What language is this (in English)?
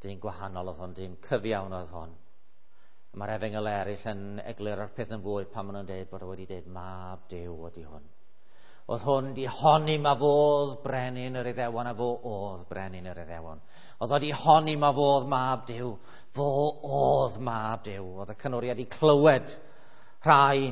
Welsh